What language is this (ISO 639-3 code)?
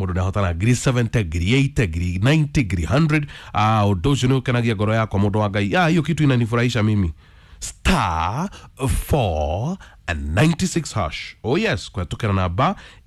kik